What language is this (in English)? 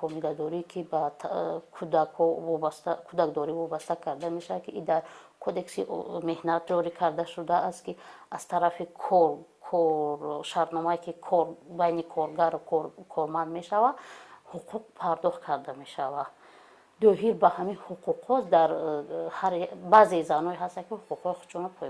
Tajik